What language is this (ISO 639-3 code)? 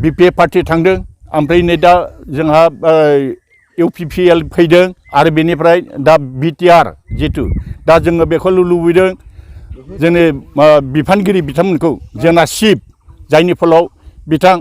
brx